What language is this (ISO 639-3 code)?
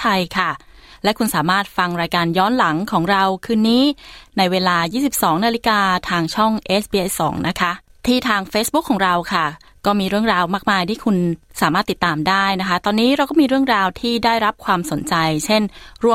tha